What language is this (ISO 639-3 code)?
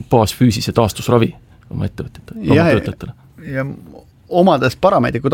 est